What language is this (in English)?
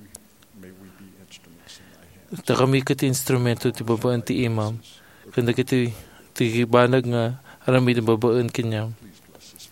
Iloko